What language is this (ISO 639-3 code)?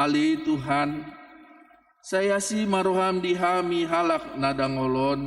bbc